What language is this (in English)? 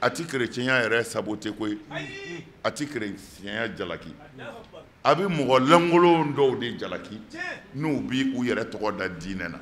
Bambara